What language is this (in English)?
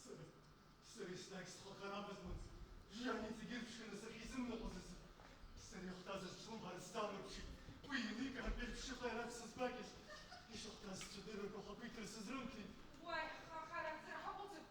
Abkhazian